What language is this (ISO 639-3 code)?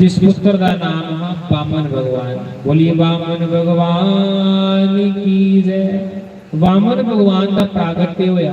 doi